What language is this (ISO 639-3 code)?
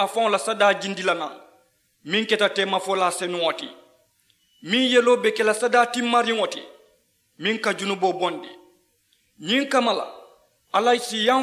man